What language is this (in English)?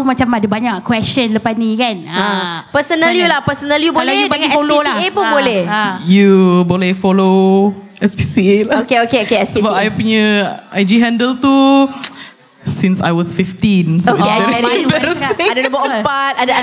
Malay